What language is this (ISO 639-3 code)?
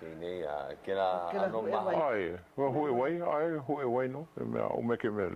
haw